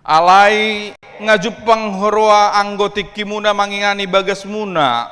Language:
Batak Toba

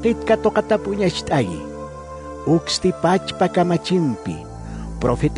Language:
Aymara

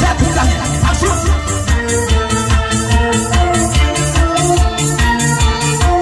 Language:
Korean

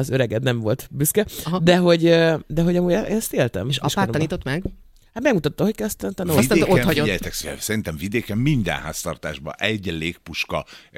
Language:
Hungarian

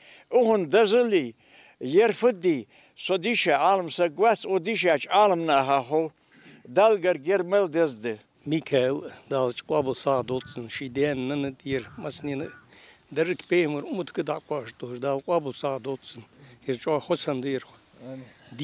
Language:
Ingush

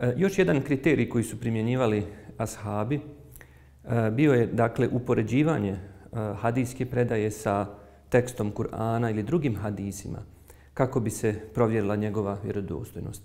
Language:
Bosnian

